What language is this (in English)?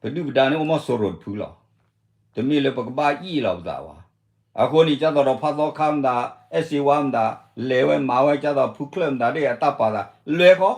S'gaw Karen